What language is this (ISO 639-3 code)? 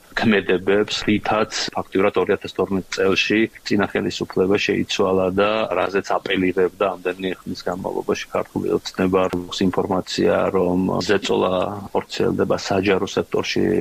kat